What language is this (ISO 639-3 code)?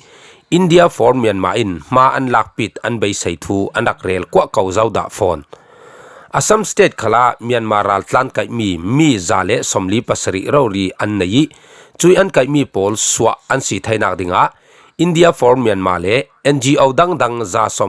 cfm